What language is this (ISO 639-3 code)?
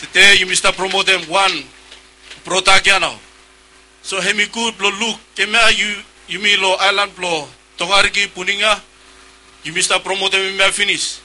bis